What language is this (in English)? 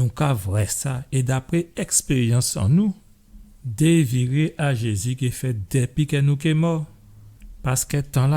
Guadeloupean Creole French